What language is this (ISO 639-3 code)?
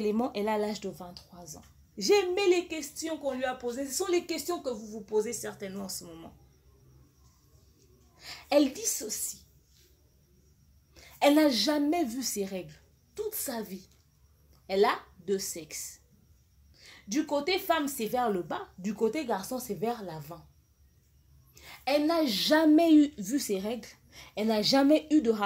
fra